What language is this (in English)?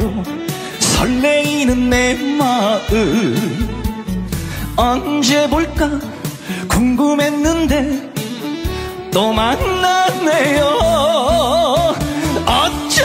Korean